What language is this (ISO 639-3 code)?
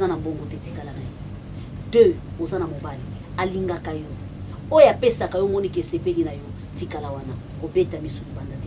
lin